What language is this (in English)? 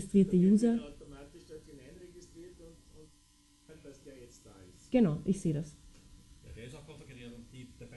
German